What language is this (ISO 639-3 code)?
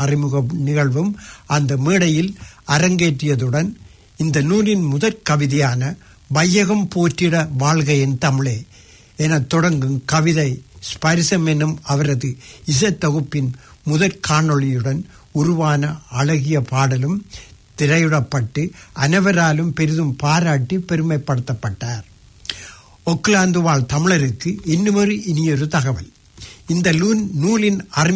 tam